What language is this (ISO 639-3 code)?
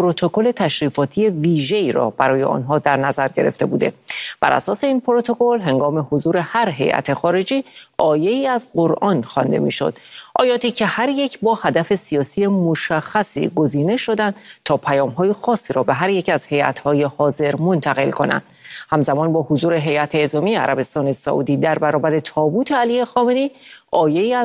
fas